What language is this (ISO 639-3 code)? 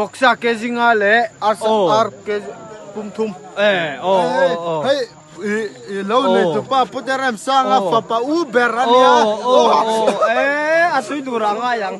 lus